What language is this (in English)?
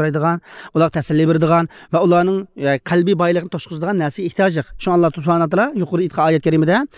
Uyghur